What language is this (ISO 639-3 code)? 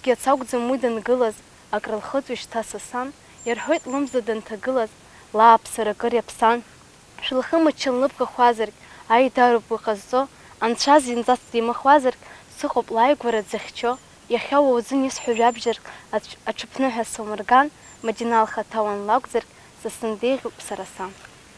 abk